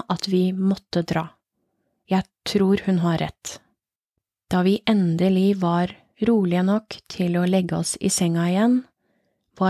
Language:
Norwegian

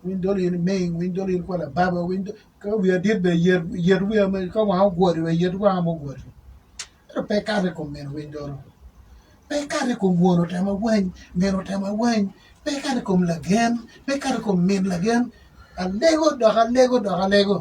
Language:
Acoli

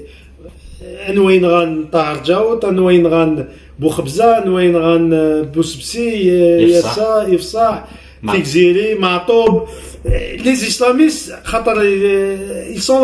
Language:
Kabyle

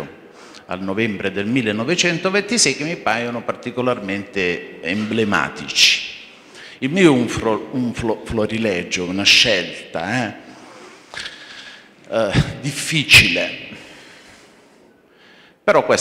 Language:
Italian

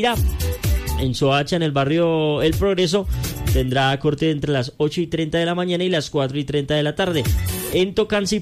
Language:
Spanish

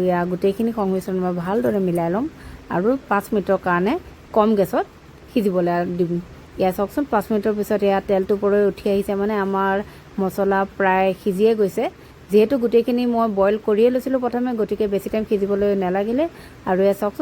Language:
Assamese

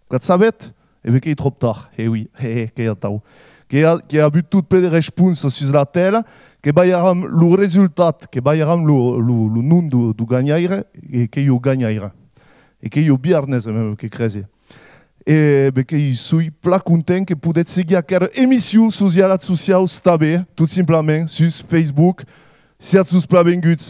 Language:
Occitan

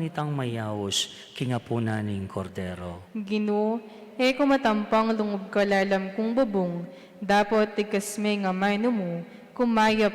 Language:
Pampanga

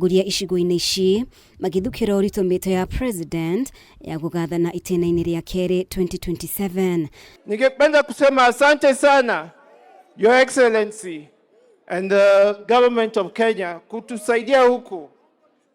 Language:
Kikuyu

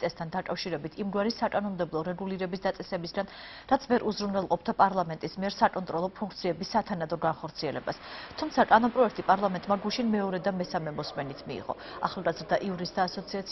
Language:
Georgian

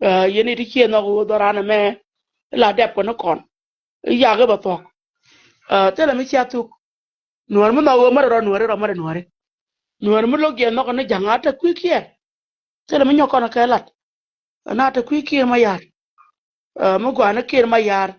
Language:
Nuer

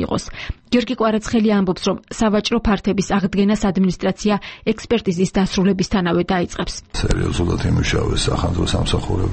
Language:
Georgian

